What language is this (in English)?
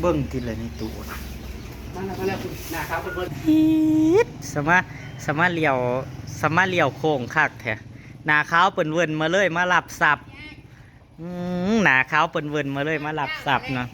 Northeastern Thai